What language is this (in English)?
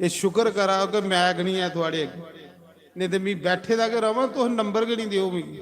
Dogri